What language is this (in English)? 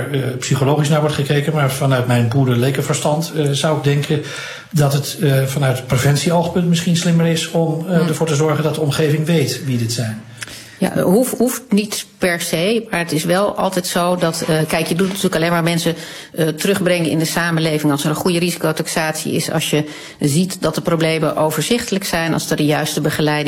Dutch